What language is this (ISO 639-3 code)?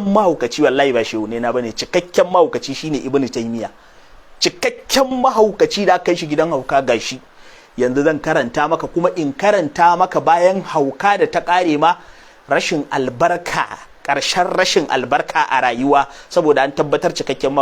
hau